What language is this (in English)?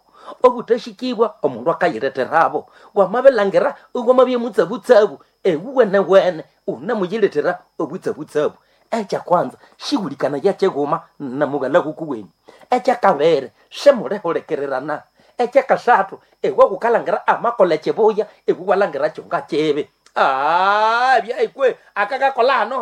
Nande